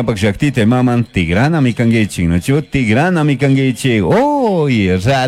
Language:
Chimborazo Highland Quichua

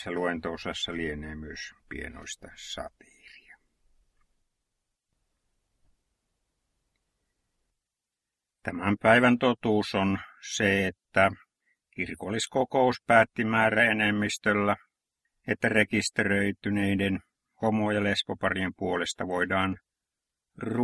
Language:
Finnish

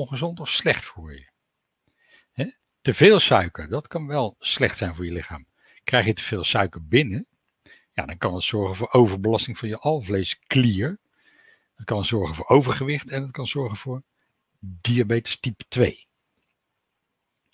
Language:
Dutch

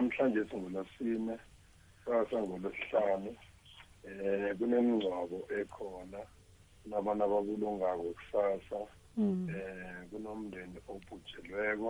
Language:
South Ndebele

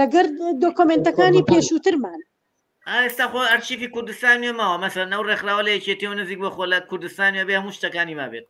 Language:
Central Kurdish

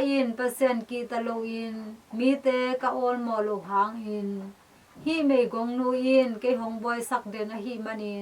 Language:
Tedim Chin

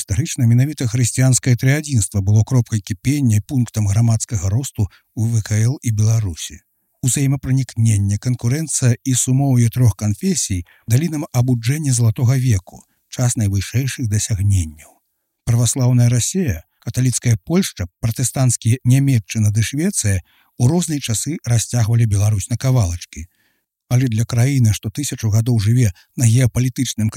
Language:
Belarusian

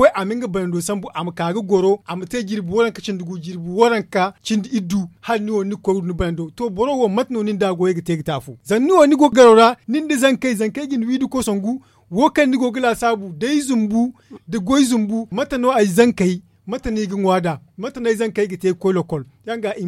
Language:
Zarma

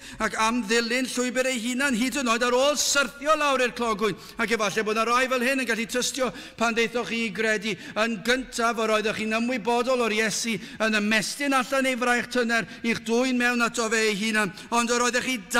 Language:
Welsh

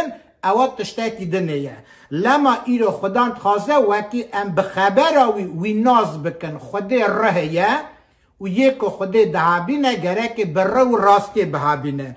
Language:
Kurdish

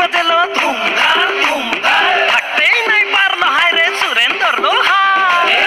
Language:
Bhojpuri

